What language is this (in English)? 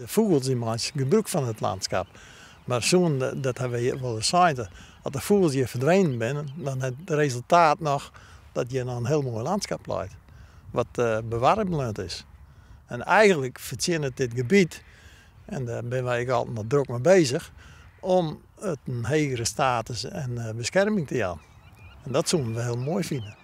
Western Frisian